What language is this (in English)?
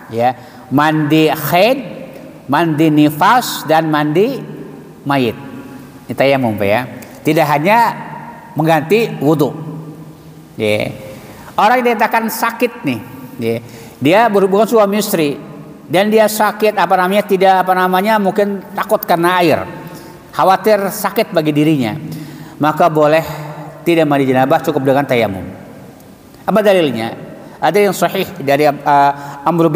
Indonesian